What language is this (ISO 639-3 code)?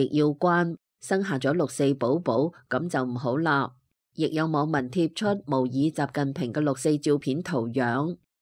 yue